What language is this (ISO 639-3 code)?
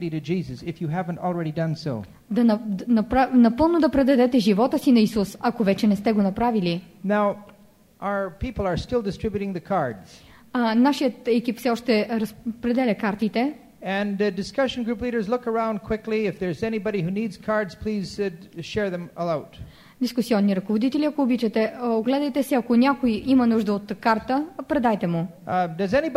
bul